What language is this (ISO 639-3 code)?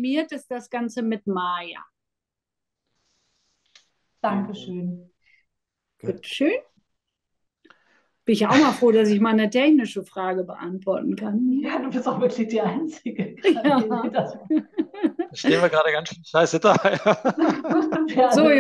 deu